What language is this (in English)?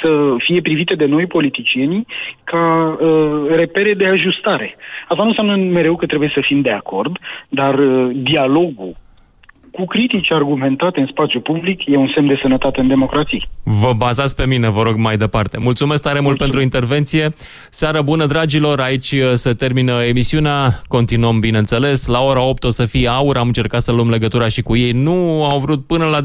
Romanian